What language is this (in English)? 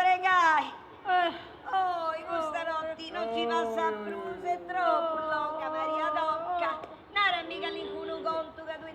Sardinian